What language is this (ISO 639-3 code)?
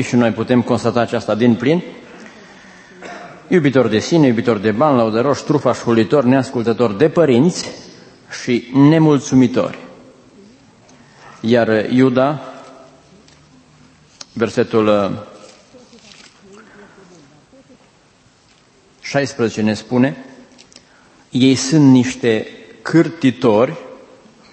ron